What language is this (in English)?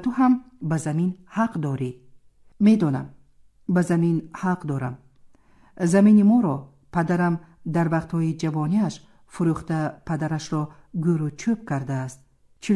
Tajik